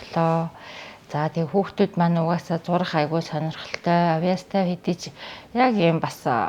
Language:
Mongolian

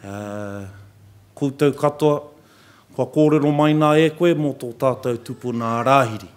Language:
Māori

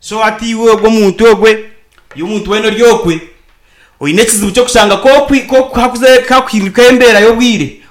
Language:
Nyankole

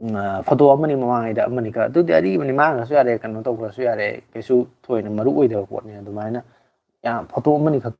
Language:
Manipuri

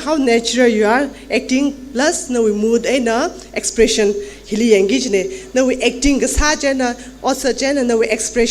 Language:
Tangkhul Naga (India)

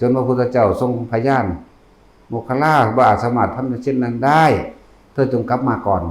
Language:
Northeastern Thai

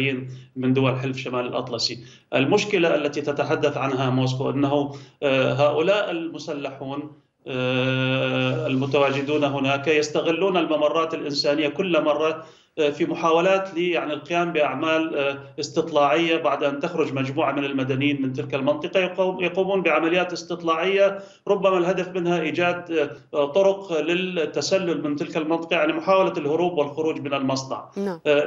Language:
Arabic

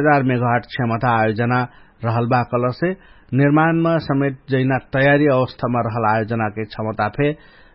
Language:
Dangaura Tharu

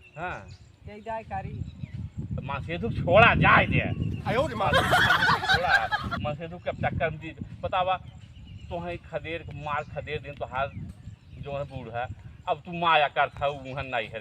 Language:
Awadhi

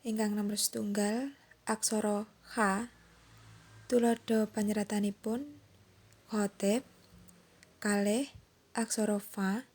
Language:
Javanese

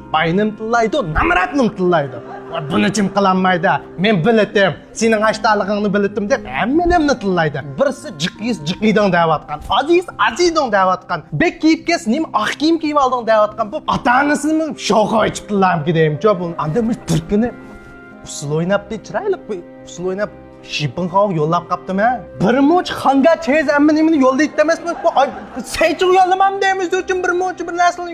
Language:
Uyghur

